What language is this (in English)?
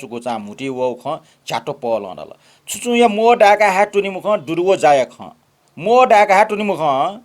Newari